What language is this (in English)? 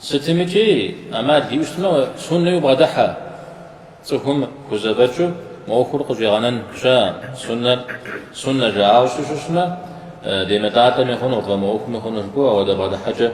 Kabardian